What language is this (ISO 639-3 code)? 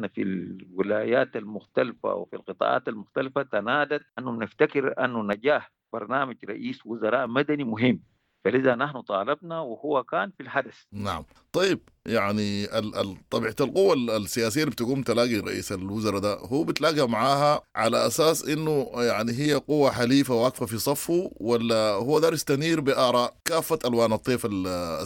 apd